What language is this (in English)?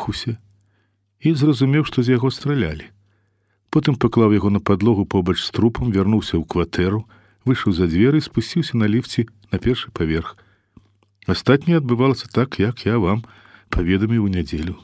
Belarusian